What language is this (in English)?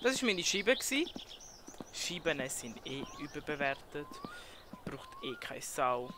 Swiss German